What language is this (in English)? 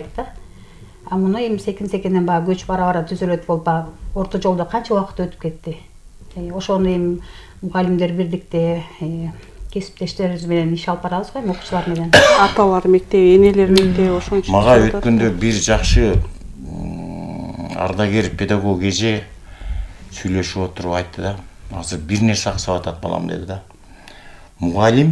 Kyrgyz